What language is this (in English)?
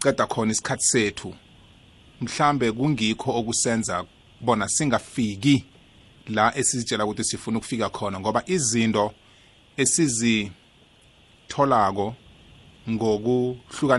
South Ndebele